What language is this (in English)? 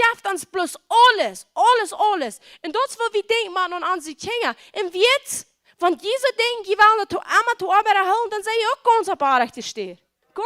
Plautdietsch